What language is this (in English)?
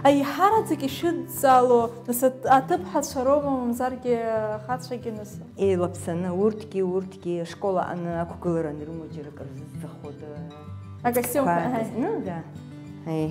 Abkhazian